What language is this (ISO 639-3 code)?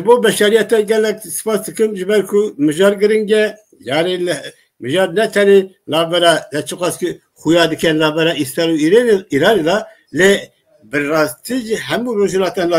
kur